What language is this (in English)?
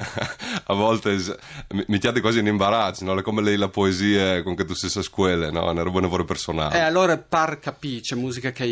Friulian